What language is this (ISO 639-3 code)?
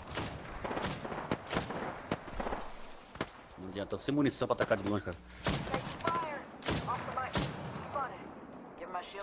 por